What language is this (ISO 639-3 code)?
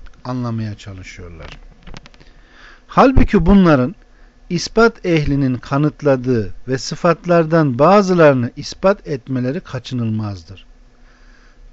tur